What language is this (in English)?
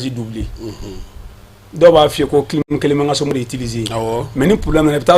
Bambara